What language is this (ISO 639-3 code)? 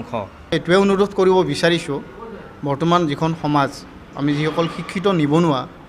asm